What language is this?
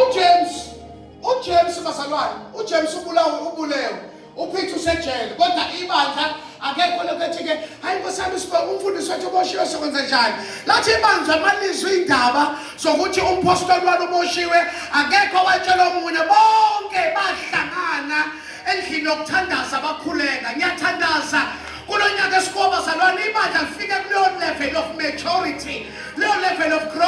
Zulu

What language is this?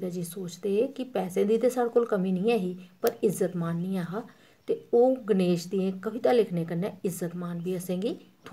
Dogri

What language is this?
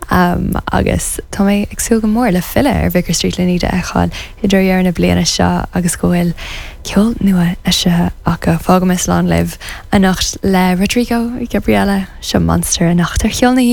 Irish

